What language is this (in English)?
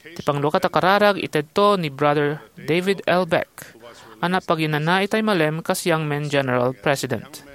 Iloko